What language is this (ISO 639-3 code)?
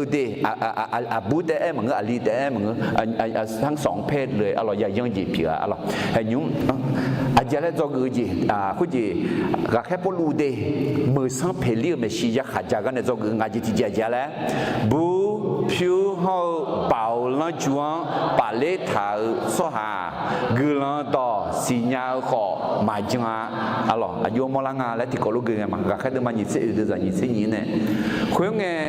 ahk